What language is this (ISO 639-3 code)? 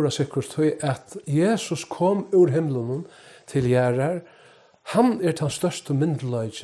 fao